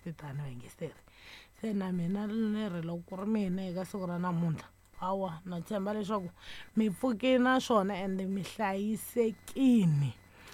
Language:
Tsonga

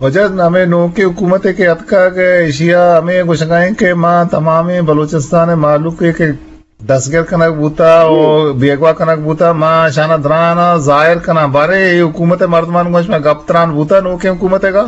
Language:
Eastern Balochi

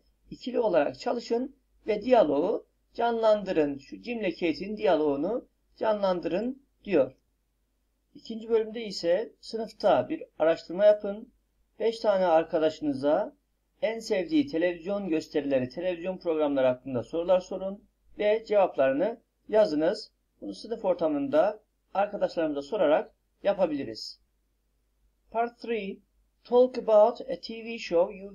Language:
Turkish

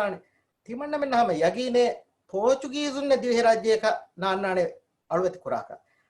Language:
Divehi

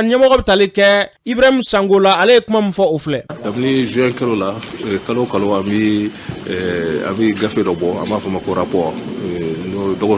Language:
Bambara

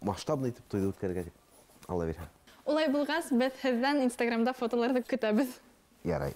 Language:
Bashkir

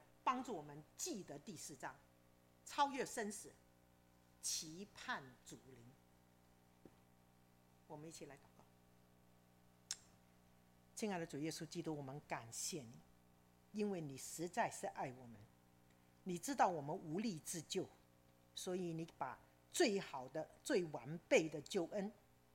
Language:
Chinese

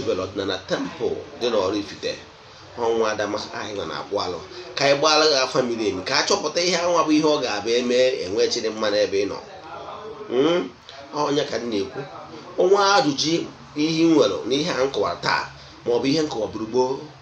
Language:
Igbo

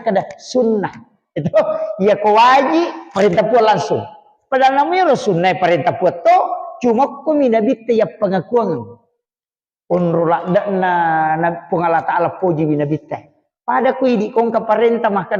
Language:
Buginese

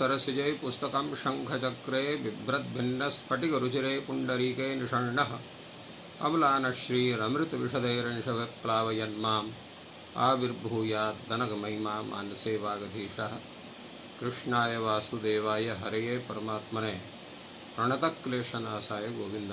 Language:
Sanskrit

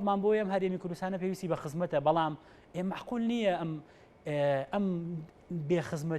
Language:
Central Kurdish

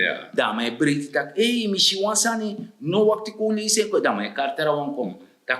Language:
Sranan Tongo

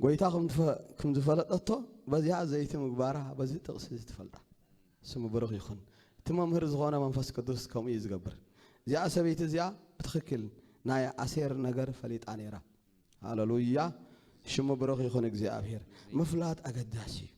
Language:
Tigrinya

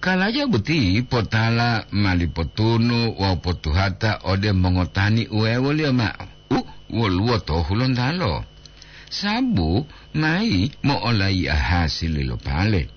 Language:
Gorontalo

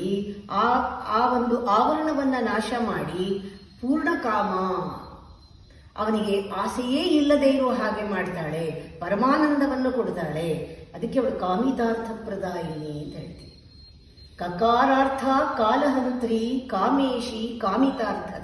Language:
Kannada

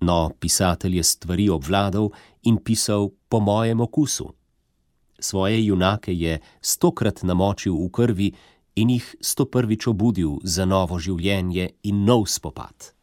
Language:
Slovenian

